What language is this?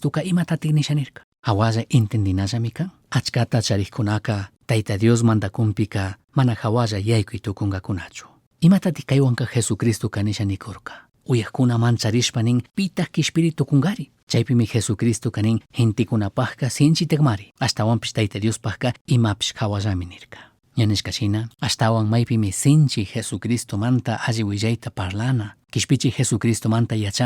Chimborazo Highland Quichua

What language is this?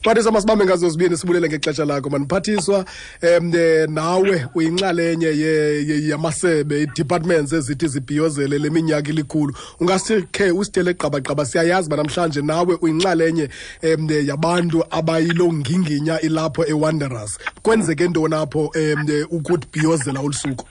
Xhosa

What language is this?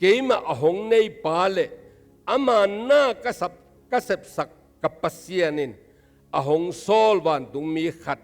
Tedim Chin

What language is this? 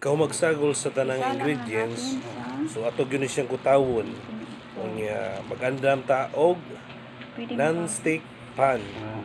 Cebuano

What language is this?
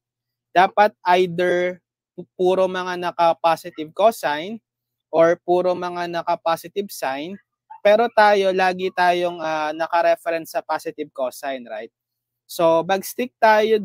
Filipino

